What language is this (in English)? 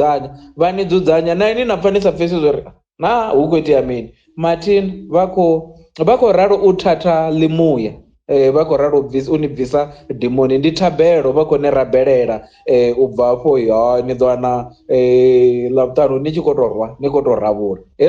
Venda